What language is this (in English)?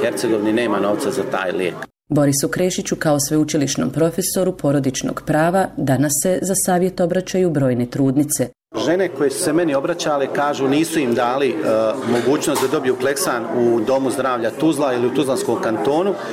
Bosnian